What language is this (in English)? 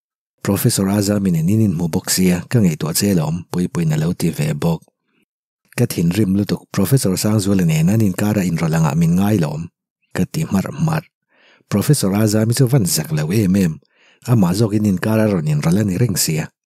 Mizo